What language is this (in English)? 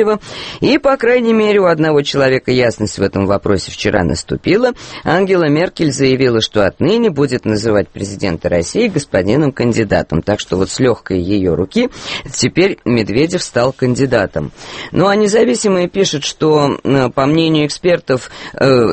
Russian